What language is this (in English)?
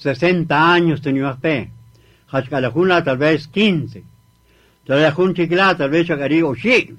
Kaqchikel